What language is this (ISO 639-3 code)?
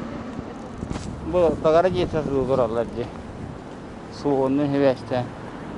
kaz